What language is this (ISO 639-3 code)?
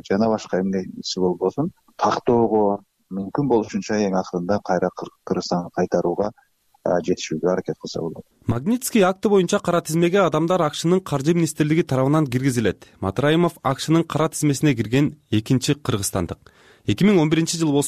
kir